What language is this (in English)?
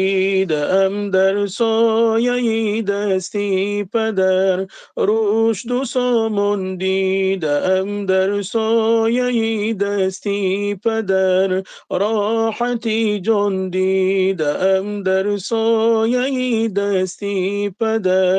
Tajik